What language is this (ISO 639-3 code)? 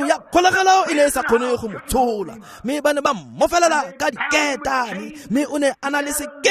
tsn